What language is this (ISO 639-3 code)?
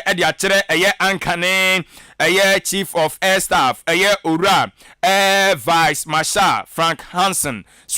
aka